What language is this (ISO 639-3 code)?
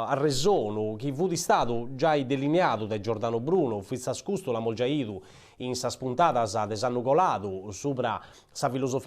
srd